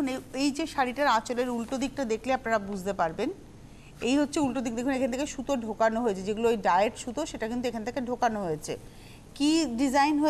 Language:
Bangla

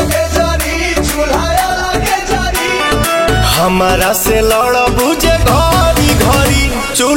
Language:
Bhojpuri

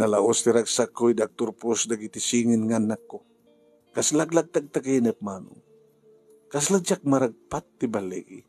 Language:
Iloko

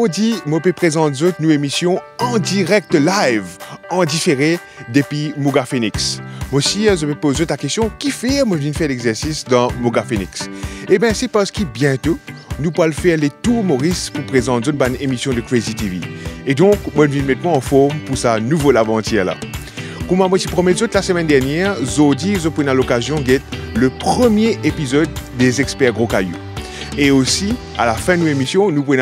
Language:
Morisyen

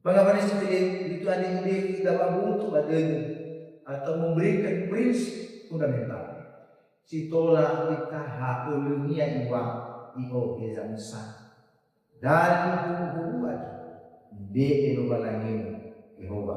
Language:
Nias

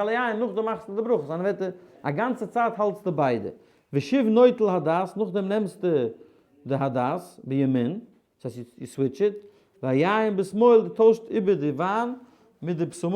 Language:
Yiddish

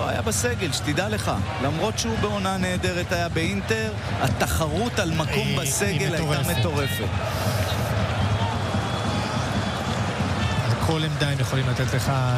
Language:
Hebrew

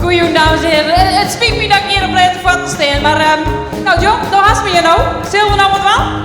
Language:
Western Frisian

